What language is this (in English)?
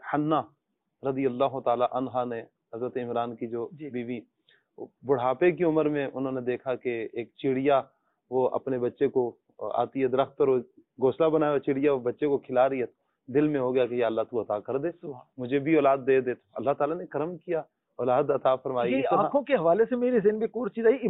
Urdu